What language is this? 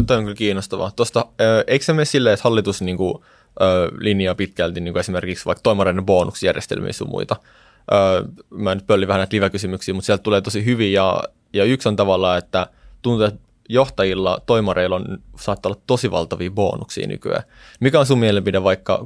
Finnish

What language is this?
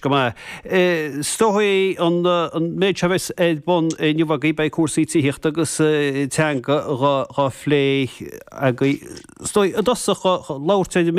Irish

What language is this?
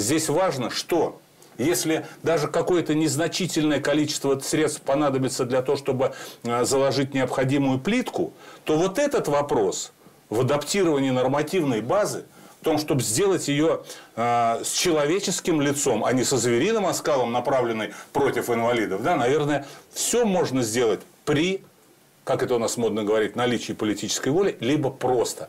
Russian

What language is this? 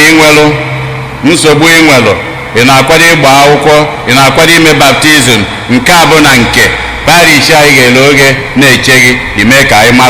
Igbo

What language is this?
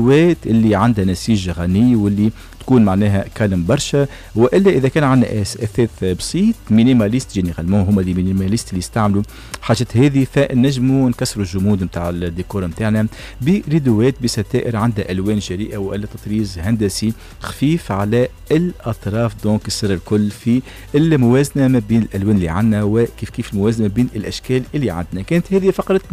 Tunisian Arabic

